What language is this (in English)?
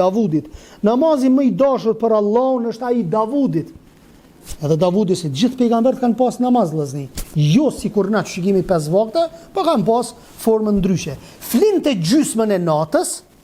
Albanian